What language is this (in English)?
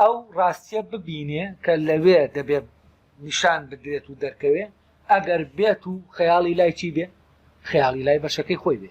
Central Kurdish